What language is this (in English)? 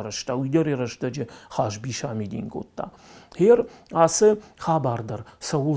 Ossetic